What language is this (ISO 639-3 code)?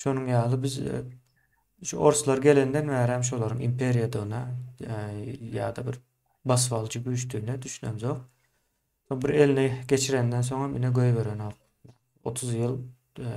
tuk